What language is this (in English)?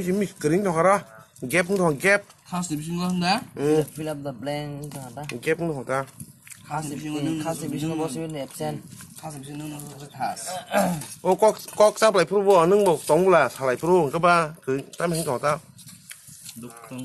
Kok Borok